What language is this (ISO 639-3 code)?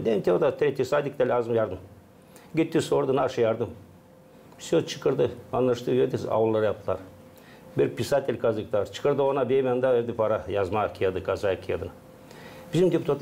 gag